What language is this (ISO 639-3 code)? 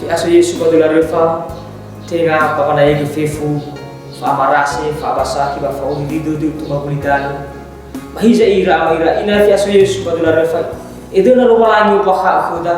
nia